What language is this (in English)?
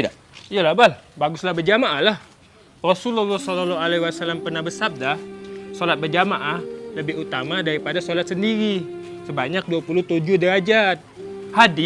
Musi